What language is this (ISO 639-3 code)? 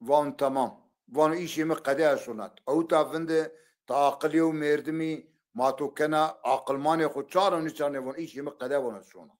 zza